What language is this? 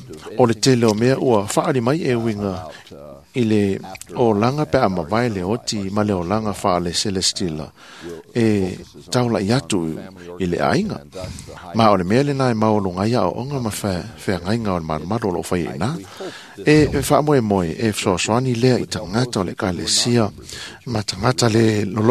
Samoan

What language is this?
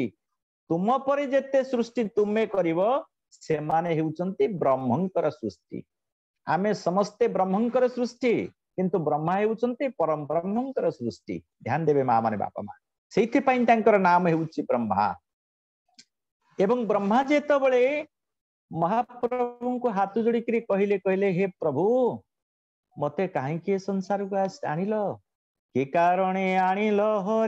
Odia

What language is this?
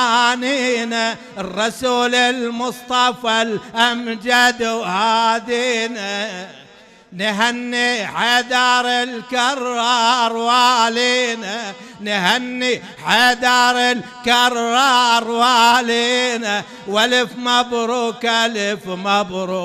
Mesopotamian Arabic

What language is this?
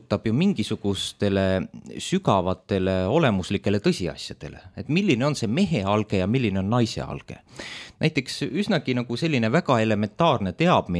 Estonian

